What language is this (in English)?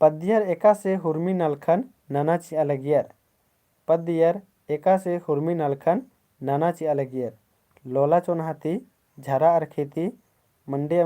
Kurukh